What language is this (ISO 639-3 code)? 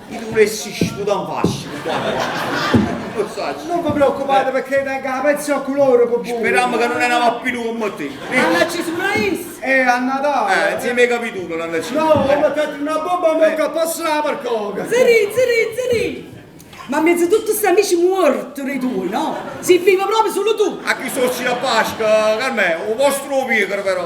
nap